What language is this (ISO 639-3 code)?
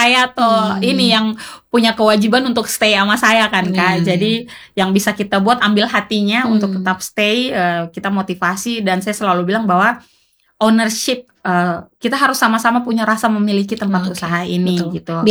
ind